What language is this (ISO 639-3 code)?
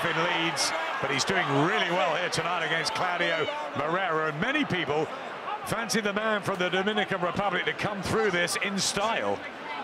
eng